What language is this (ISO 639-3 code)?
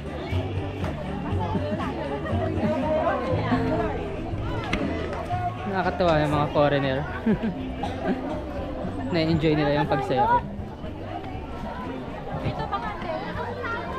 fil